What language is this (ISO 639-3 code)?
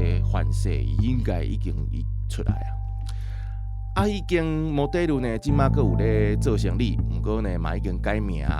nan